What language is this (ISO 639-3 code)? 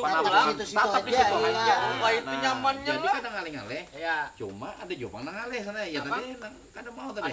bjn